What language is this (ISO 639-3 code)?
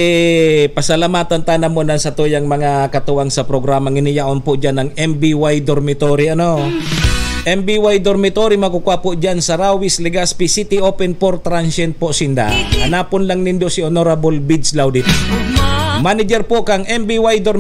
bik